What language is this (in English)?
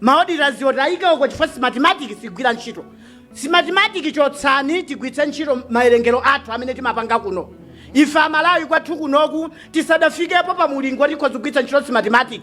Nyanja